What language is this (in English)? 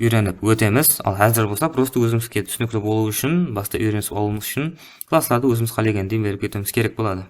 Kara-Kalpak